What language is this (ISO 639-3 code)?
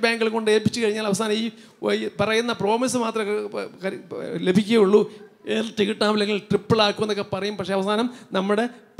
mal